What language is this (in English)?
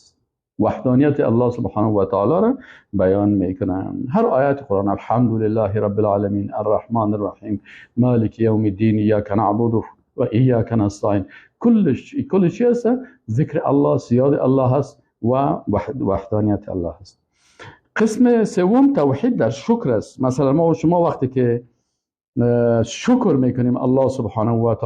Persian